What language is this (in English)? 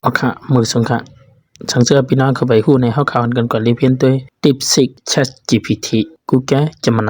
Shan